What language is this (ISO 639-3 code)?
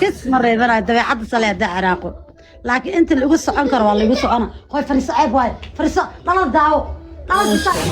som